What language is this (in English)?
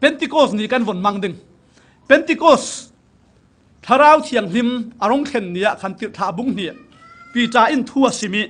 Falam Chin